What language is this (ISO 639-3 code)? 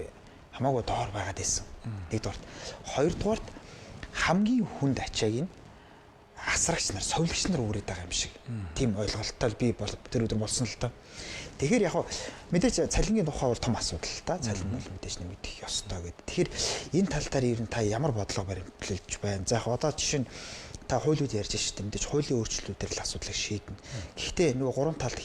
mon